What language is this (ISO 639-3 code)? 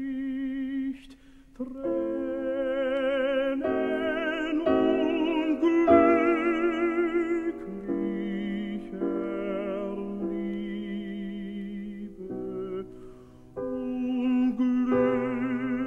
deu